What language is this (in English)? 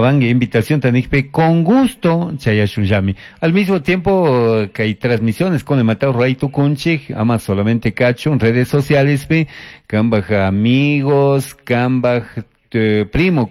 Chimborazo Highland Quichua